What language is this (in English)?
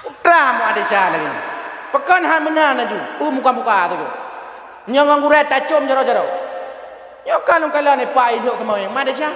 Achinese